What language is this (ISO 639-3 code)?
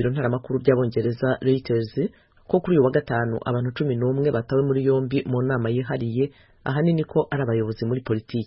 kin